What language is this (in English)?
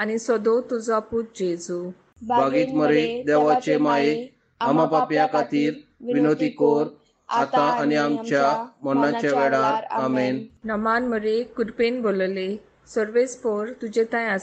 Konkani